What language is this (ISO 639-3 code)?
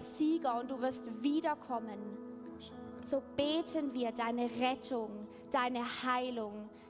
deu